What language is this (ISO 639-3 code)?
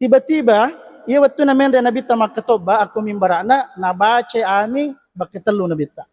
bug